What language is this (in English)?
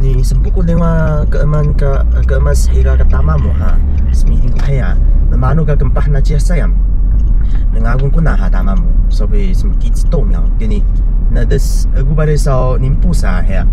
Taroko